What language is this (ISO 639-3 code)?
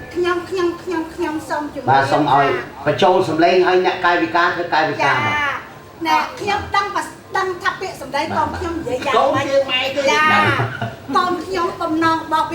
khm